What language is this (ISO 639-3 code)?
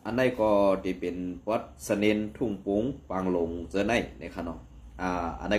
shn